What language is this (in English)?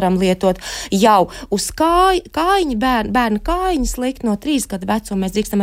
Latvian